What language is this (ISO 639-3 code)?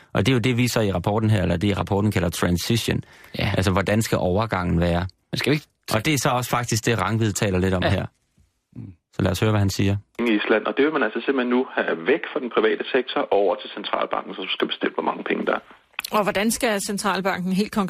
dan